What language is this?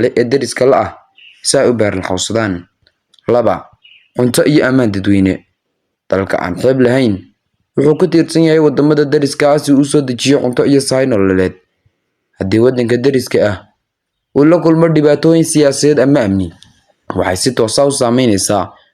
Somali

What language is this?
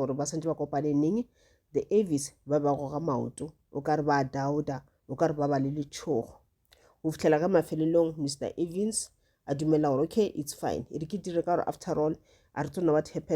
Northern Sotho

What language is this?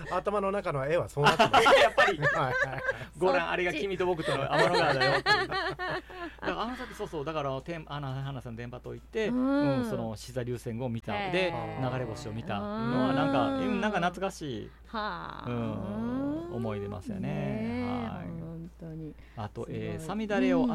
Japanese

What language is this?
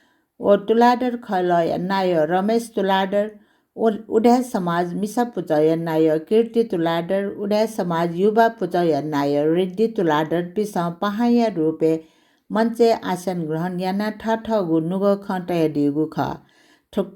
Newari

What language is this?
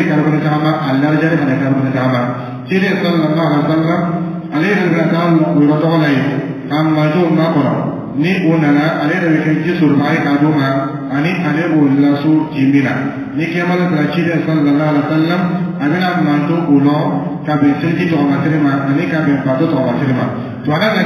Dyula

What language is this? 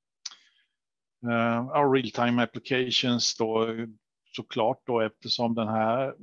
Swedish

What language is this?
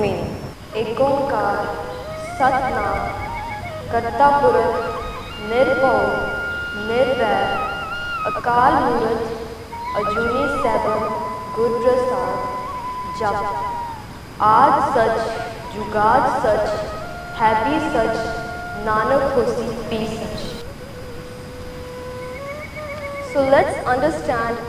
Punjabi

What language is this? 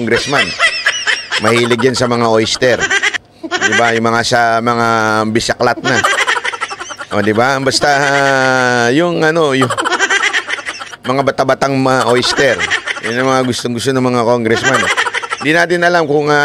Filipino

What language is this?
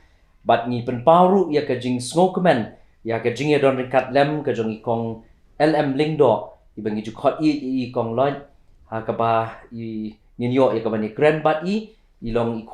Khasi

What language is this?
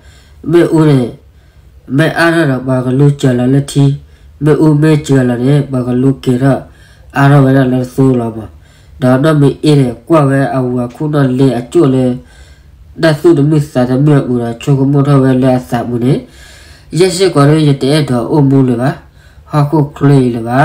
S'gaw Karen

